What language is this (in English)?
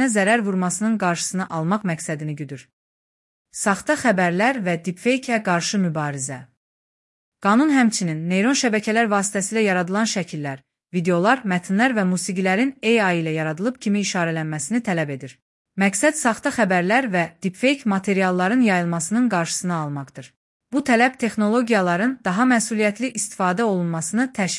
Azerbaijani